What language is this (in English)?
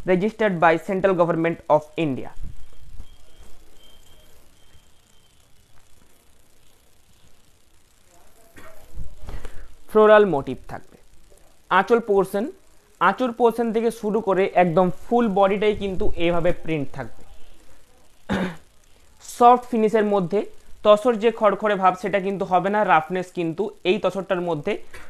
Bangla